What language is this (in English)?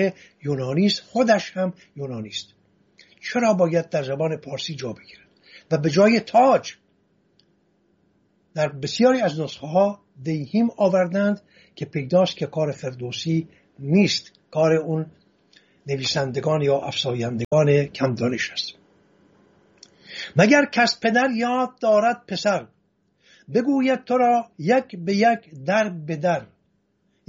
Persian